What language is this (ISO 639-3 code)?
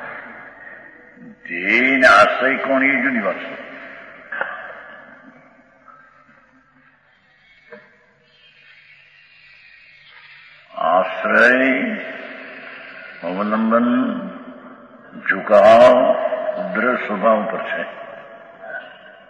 guj